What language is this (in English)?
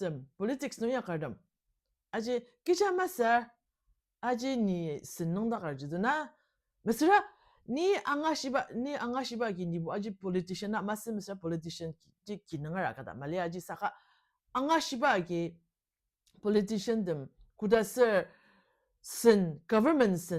Ao Naga